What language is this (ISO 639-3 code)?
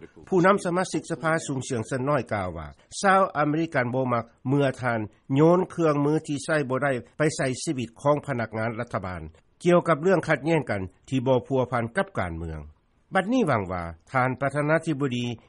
lao